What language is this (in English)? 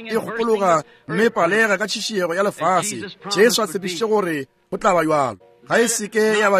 Northern Sotho